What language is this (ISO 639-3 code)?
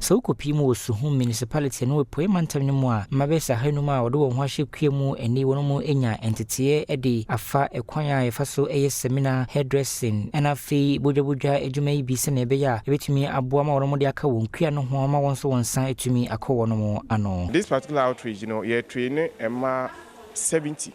aka